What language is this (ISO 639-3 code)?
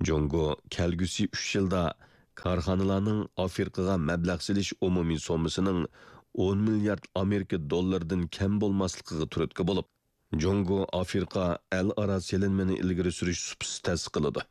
uig